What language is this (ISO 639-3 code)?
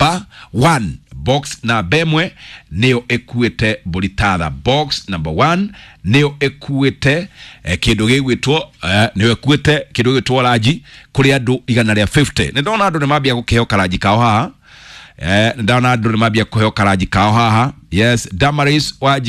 kik